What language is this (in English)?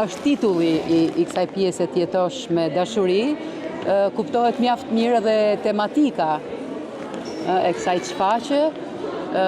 Albanian